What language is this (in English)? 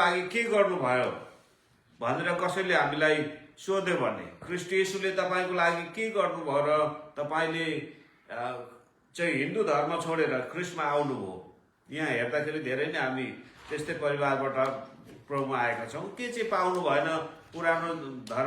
Nepali